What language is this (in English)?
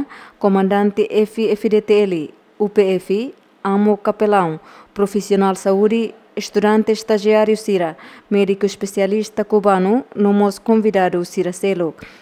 Tetum